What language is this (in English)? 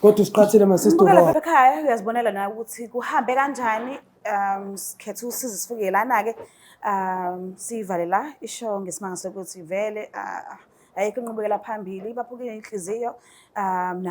Zulu